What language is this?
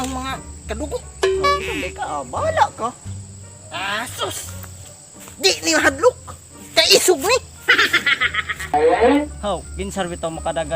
Cebuano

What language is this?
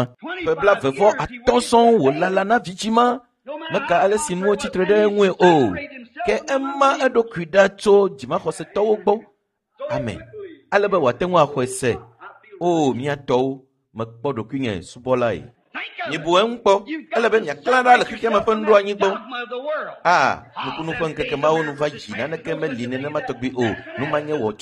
Ewe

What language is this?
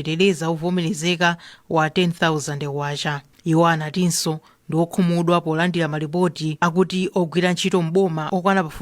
Nyanja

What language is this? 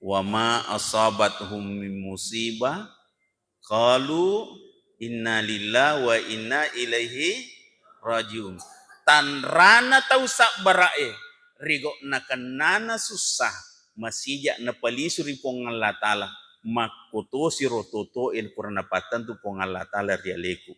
Buginese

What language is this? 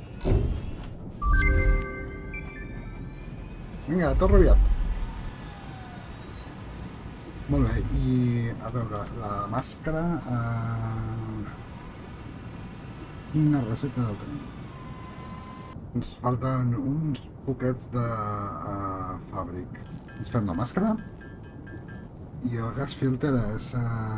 Catalan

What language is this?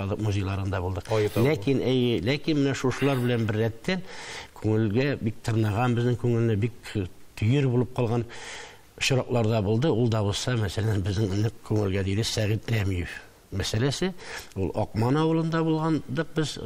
Tatar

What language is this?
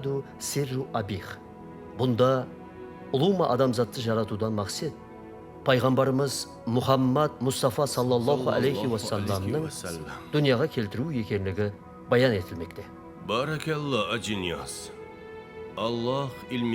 Kara-Kalpak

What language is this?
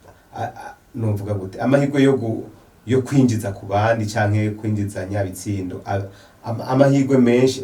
Rundi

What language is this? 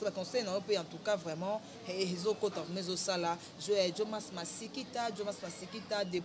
Lingala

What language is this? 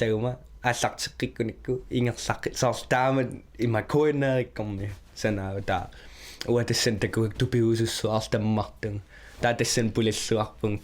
Kalaallisut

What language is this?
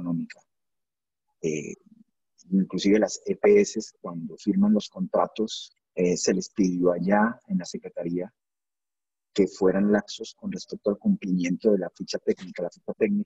Spanish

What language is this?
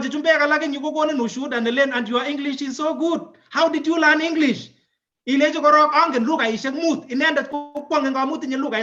Kalenjin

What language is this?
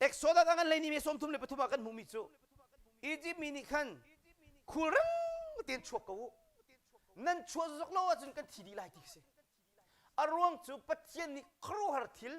Hakha Chin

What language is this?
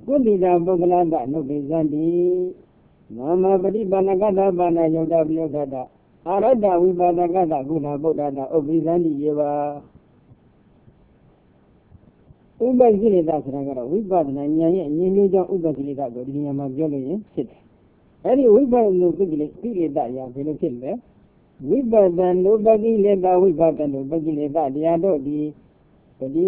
Burmese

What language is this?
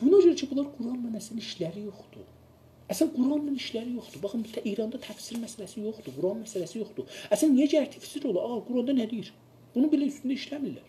South Azerbaijani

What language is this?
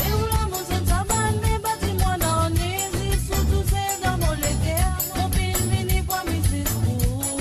Morisyen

